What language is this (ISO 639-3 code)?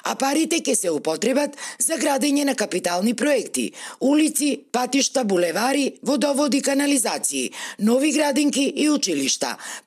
mkd